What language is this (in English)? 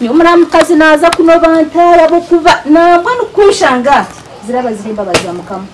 Nyankole